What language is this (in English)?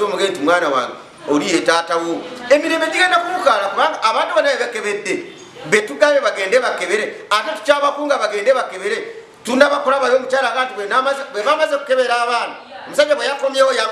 Ganda